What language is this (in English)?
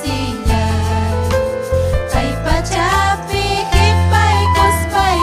Ayacucho Quechua